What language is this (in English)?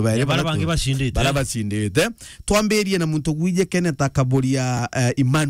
Meru